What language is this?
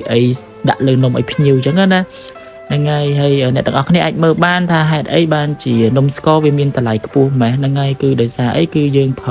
Khmer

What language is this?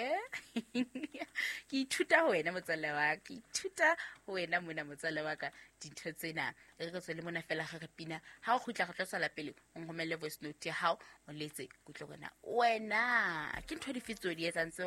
Southern Sotho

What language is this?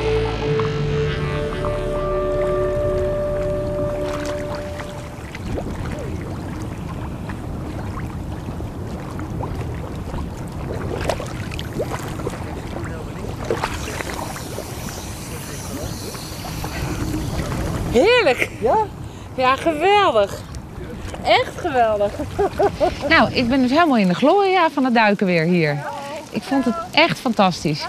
Dutch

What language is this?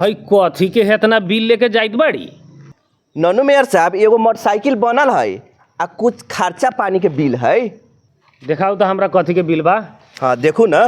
Bhojpuri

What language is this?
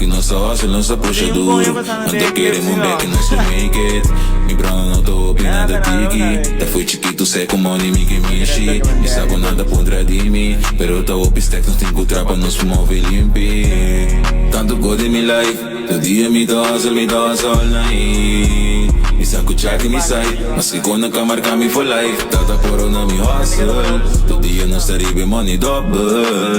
Papiamento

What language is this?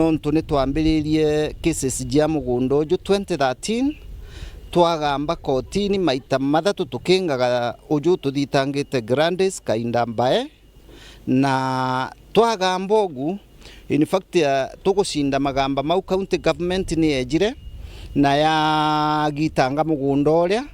Meru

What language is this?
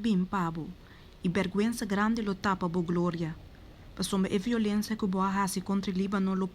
Papiamento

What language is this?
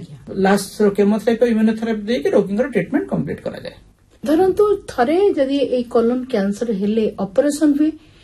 Odia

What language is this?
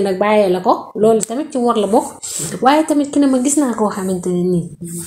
Wolof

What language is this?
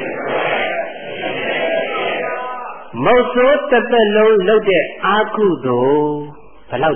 Burmese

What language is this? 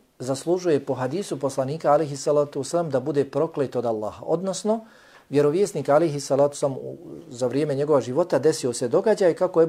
Bosnian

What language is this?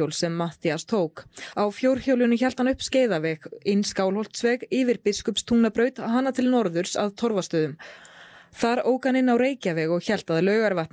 Icelandic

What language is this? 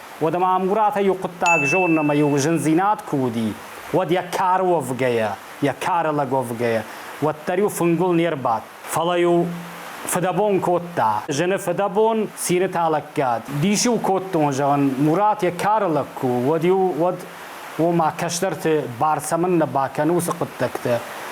Ossetic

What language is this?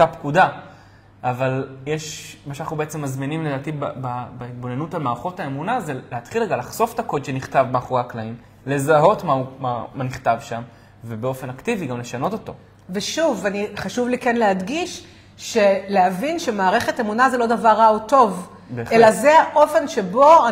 Hebrew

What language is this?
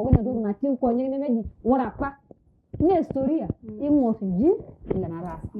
Masai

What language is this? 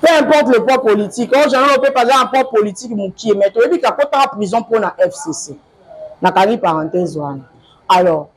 Lingala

